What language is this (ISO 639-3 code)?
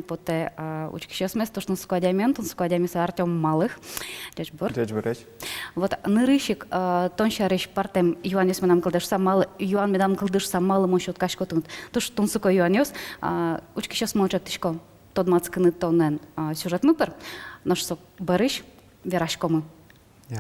udm